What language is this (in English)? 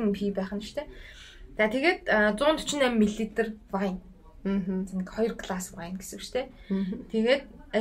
Mongolian